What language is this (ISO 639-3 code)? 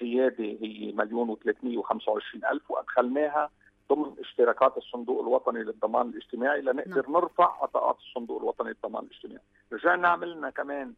apc